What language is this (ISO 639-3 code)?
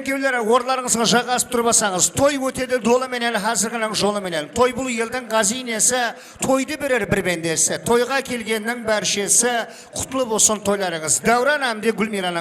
kaa